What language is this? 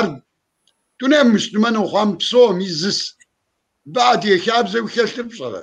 Kabardian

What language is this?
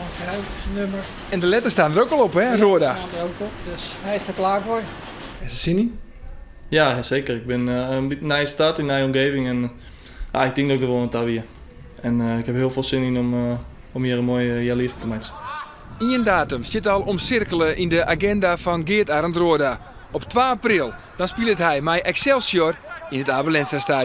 Western Frisian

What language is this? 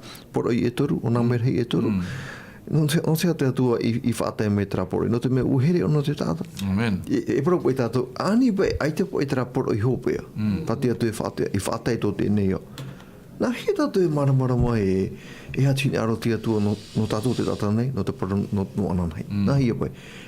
Tahitian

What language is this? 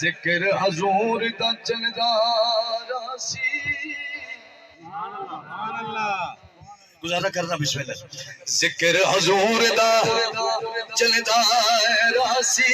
Saraiki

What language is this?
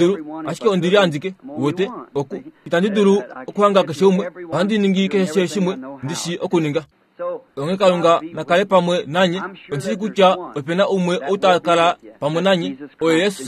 Kuanyama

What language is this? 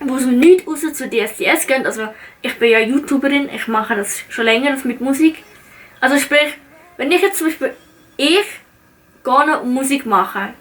Swiss German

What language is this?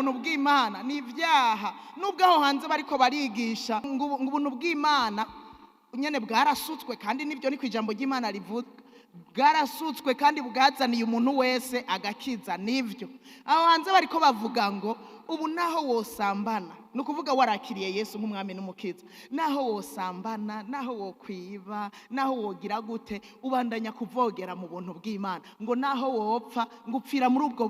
Rundi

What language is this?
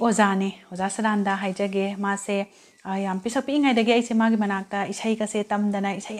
Manipuri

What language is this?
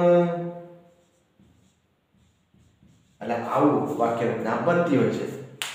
Gujarati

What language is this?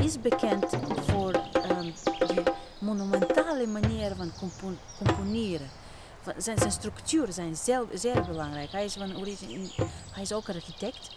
Western Frisian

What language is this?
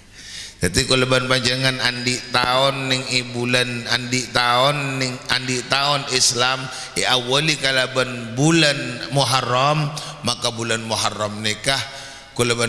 Madurese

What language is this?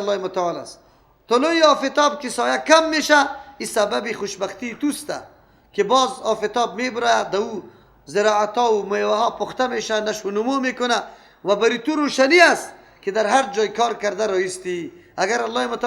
Persian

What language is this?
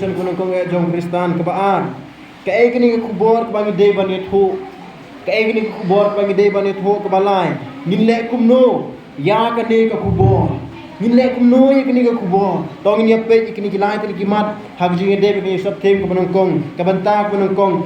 Khasi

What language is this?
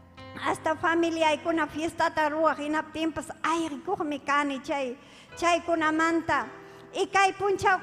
Ayacucho Quechua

